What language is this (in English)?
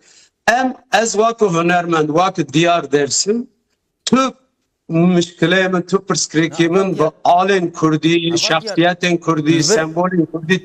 Kurdish